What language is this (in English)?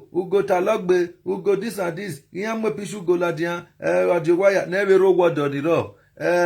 Nigerian Pidgin